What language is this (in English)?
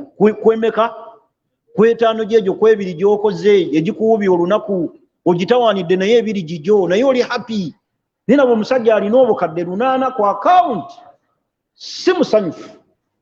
Ganda